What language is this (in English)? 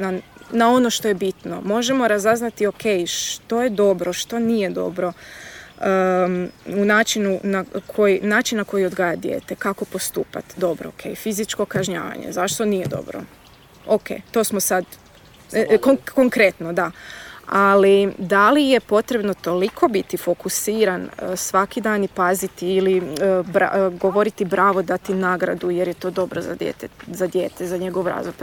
Croatian